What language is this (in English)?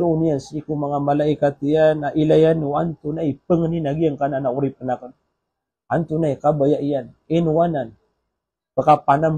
Maranao